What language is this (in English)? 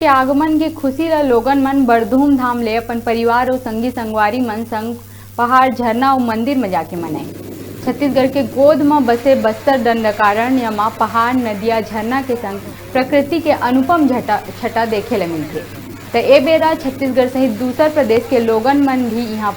Chhattisgarhi